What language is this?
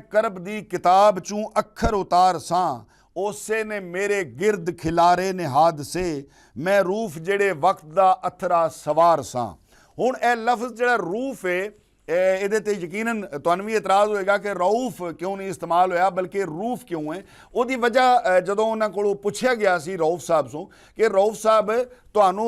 Western Panjabi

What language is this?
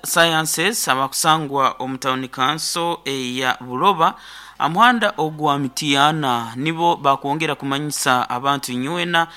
Nyoro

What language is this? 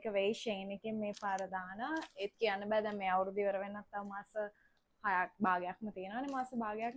Sinhala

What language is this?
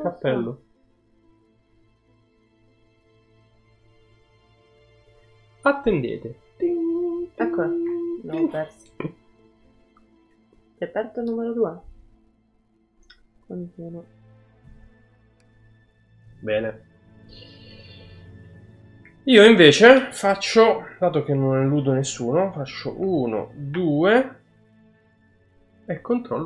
Italian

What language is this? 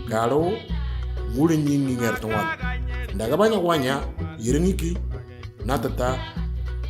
Moro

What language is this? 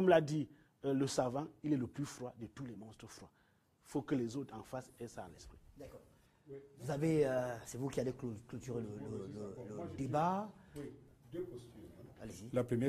French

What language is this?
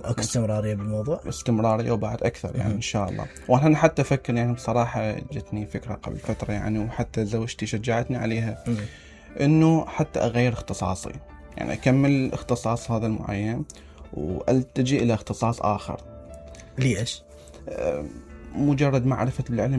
Mesopotamian Arabic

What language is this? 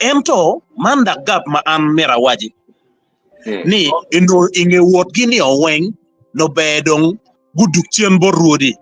Acoli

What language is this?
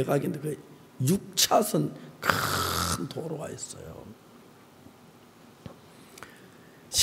Korean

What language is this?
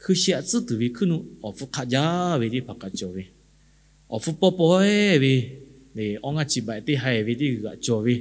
Lahu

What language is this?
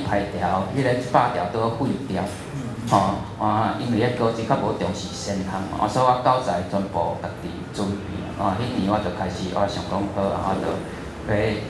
Min Nan Chinese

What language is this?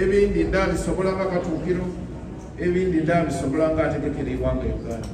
Soga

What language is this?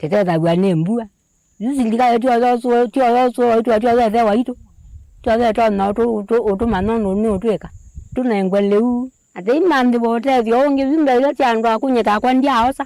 Kamba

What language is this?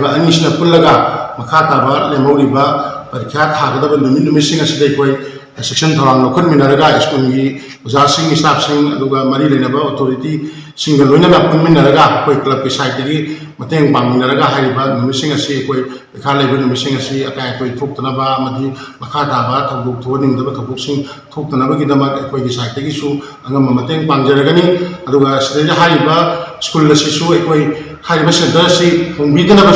Manipuri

